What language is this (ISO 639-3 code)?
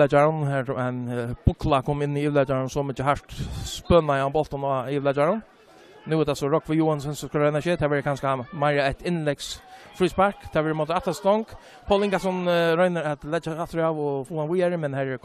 fao